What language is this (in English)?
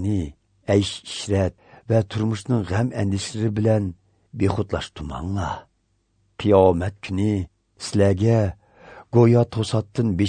Uyghur